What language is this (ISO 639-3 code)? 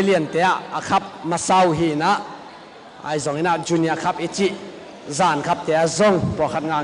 ctd